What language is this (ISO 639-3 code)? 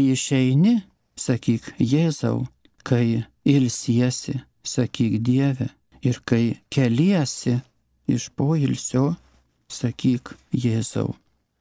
lit